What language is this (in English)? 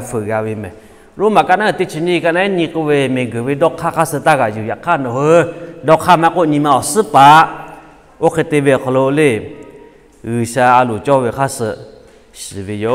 Lahu